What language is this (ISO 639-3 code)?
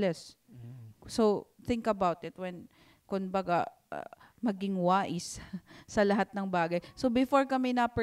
war